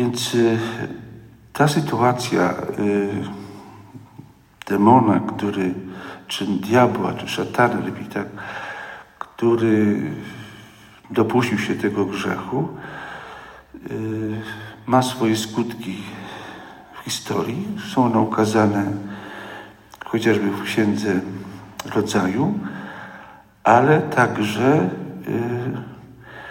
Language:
Polish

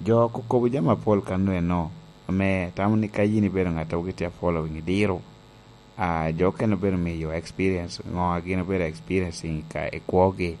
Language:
Lango (Uganda)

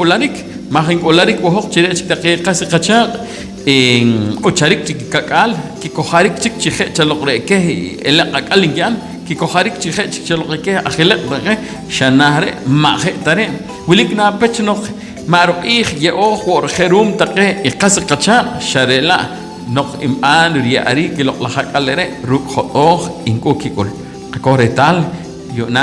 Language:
Poqomchi'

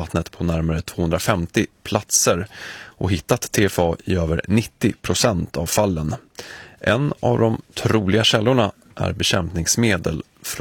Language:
Swedish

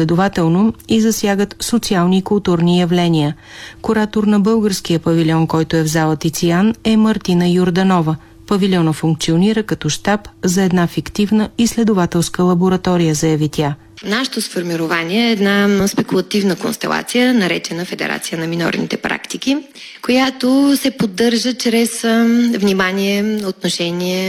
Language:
Bulgarian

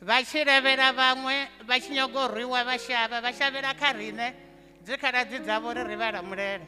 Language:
Venda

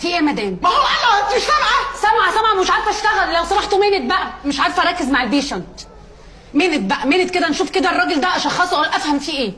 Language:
Egyptian Arabic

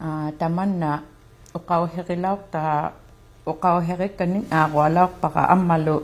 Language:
Inuktitut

